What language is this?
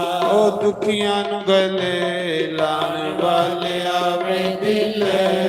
Dogri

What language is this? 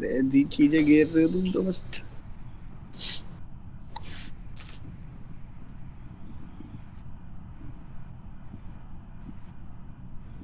Hindi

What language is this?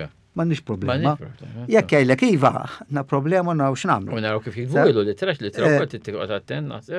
Maltese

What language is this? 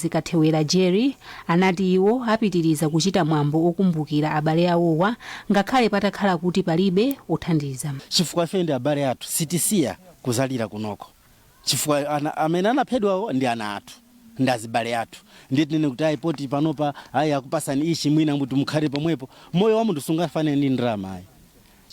Nyanja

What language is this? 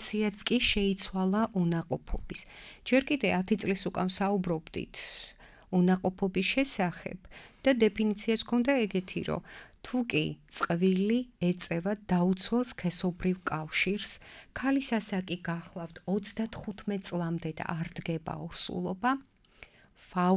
Georgian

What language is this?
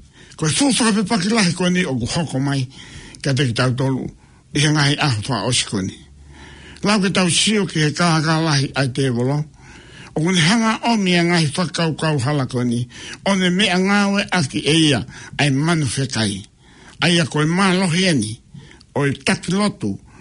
Tongan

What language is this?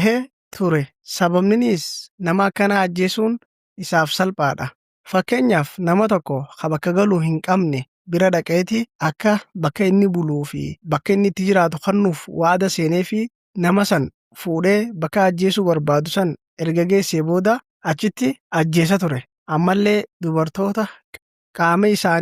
Oromo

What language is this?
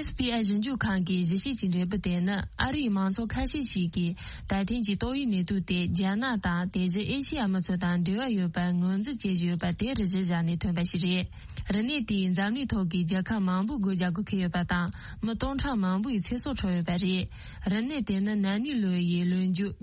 Tibetan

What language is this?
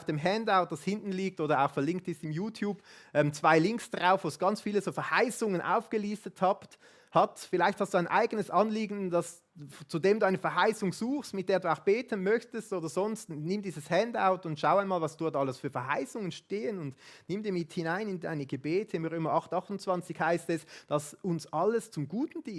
Swiss German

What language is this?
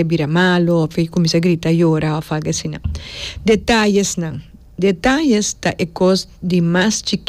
Papiamento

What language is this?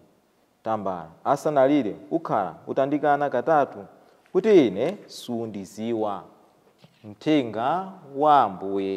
Nyanja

